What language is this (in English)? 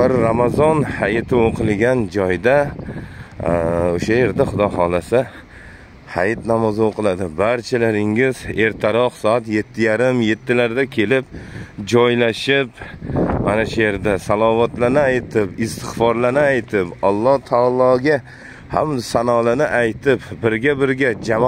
Uzbek